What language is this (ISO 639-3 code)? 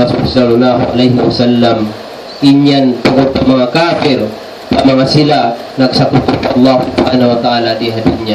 tsg